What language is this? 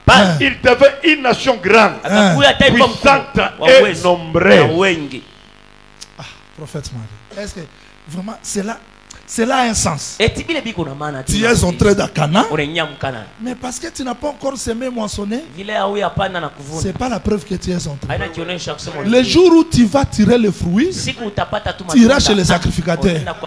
French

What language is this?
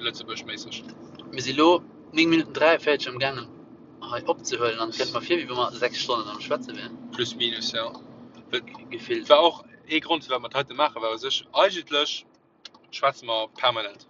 Luxembourgish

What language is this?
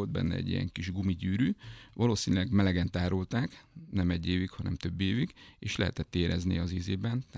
Hungarian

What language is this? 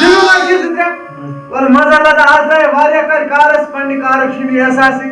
Kashmiri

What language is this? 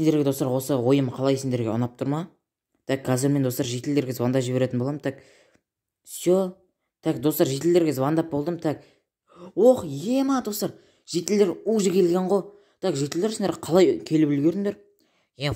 Kazakh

